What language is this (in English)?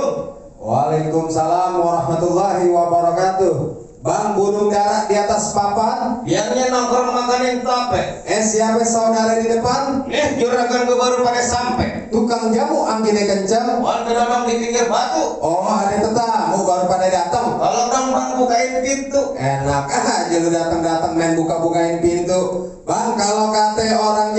Betawi